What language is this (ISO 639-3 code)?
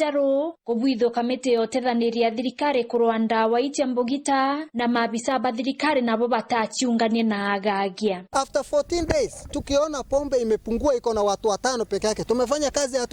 mer